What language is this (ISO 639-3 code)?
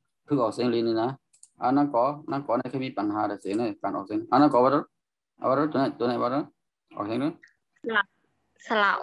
shn